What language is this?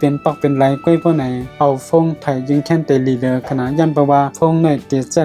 Shan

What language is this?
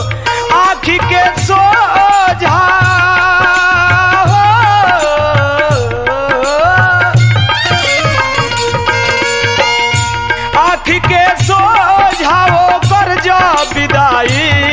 Bhojpuri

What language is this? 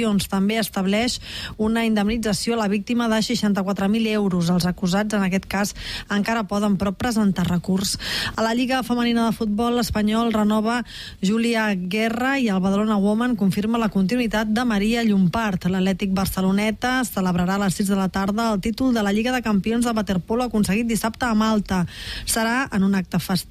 Catalan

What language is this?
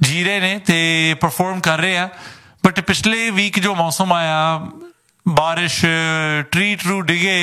Punjabi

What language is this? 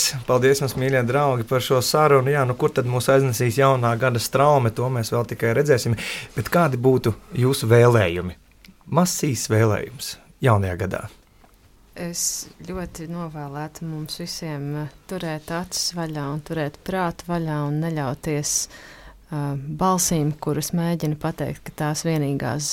Latvian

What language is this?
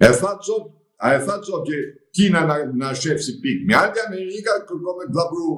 Albanian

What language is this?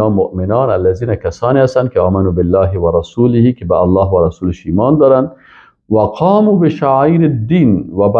Persian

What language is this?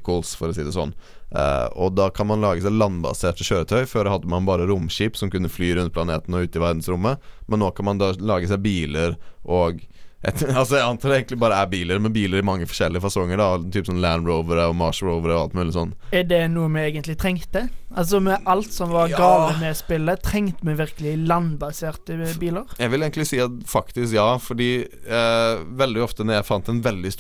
Norwegian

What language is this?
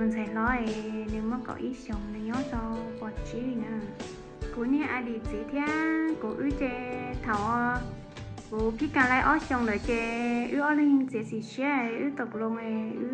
Hmong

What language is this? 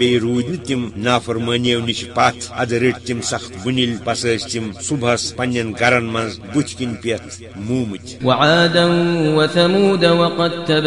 Kashmiri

